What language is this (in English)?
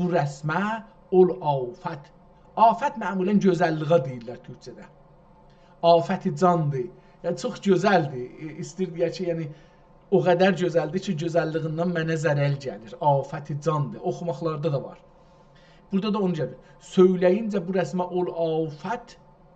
South Azerbaijani